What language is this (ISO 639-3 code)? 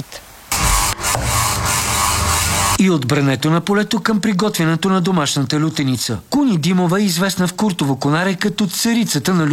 bul